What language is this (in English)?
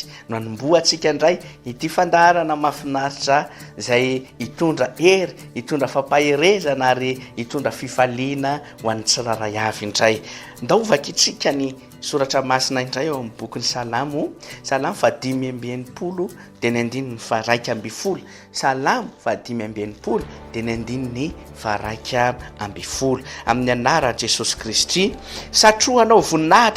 Malagasy